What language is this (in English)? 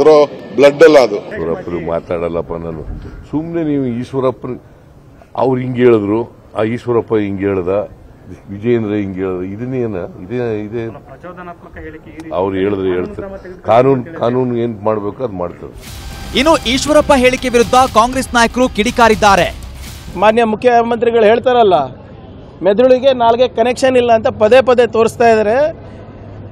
Kannada